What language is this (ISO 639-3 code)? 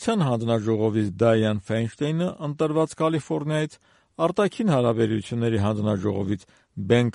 hye